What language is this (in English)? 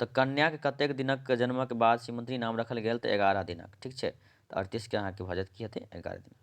Maithili